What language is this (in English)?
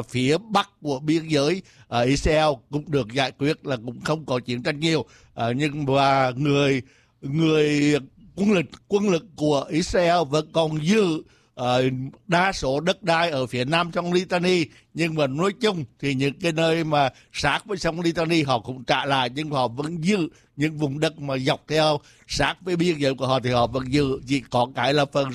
Vietnamese